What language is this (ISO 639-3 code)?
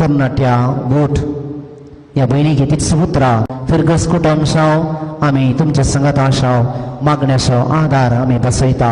kok